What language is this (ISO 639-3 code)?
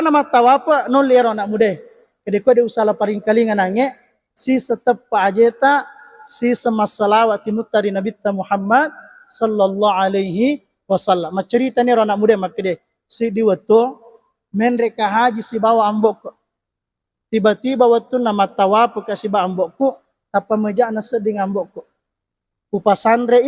bug